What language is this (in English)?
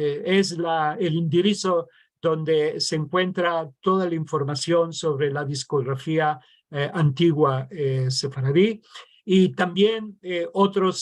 Ladino